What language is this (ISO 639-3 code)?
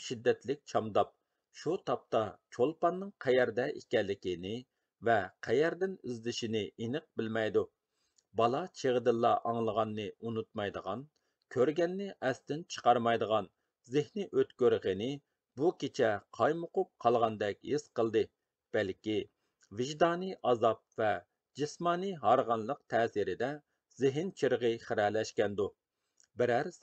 uig